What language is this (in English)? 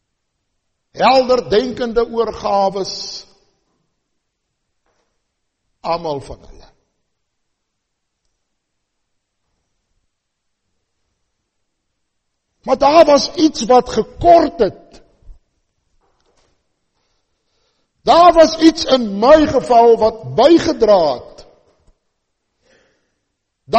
Afrikaans